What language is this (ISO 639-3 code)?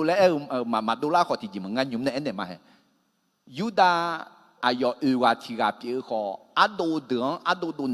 ahk